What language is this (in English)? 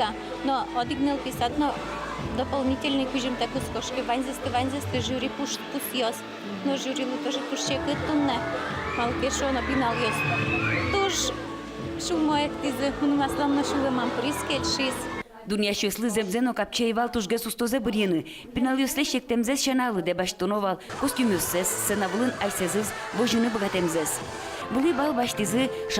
Udmurt